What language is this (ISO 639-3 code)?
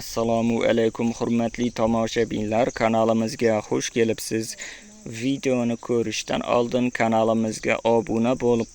uzb